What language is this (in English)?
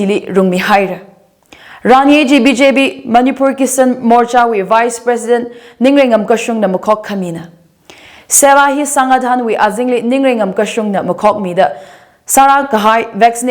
Tangkhul Naga (India)